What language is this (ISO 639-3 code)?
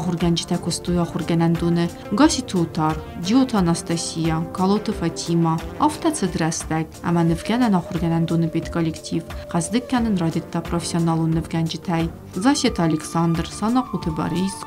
oss